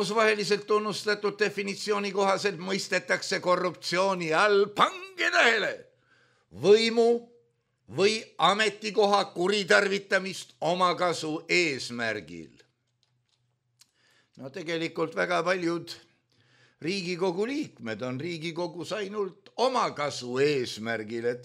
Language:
Estonian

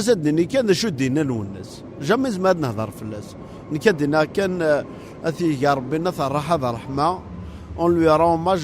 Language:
Kabyle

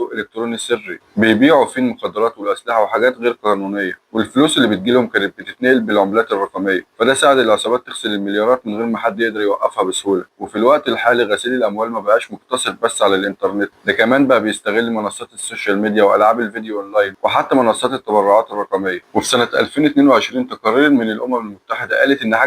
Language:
Egyptian Arabic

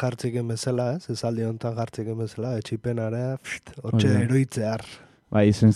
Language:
Basque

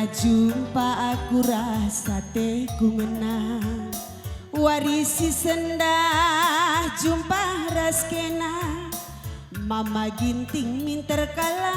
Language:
Batak Karo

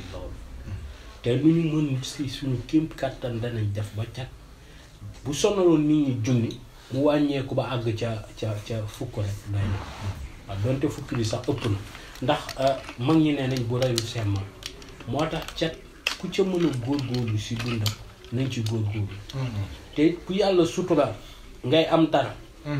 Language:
Wolof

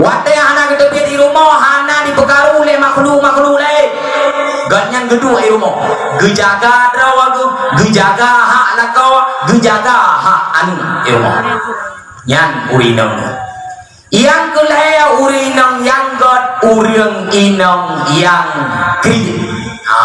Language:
Achinese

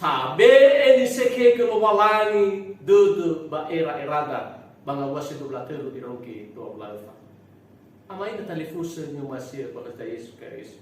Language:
Nias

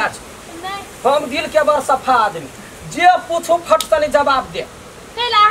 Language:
Maithili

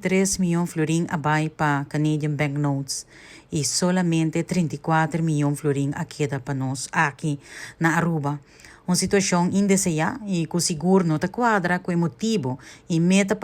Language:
Papiamento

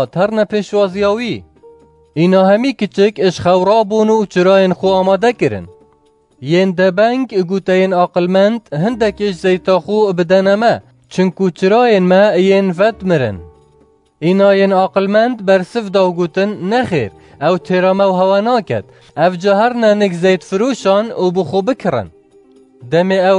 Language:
Kurdish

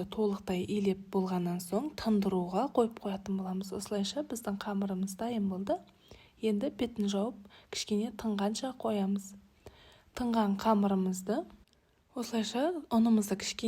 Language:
Kazakh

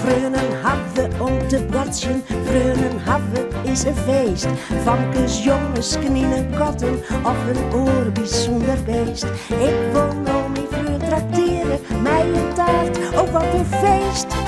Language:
Western Frisian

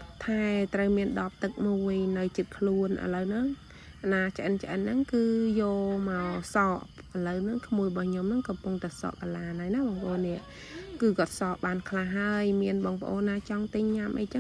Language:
Khmer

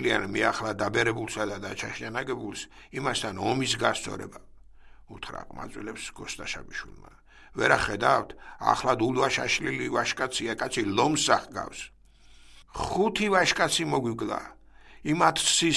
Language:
Georgian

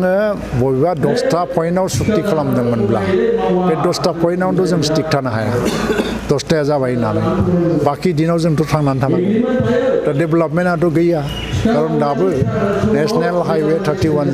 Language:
Bodo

